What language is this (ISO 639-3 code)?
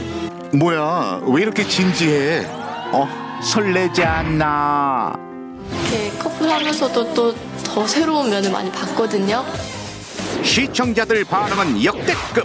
kor